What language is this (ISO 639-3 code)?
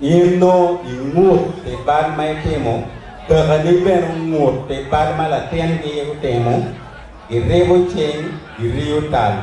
ach